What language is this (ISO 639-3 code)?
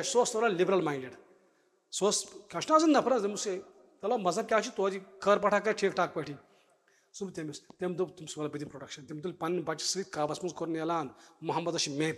kas